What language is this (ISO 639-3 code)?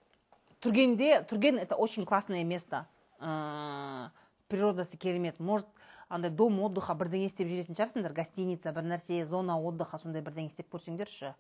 kaz